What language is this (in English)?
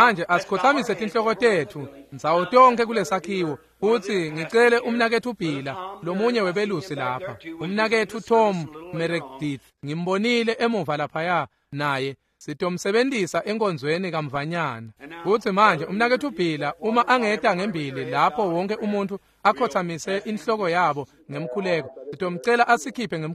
Swati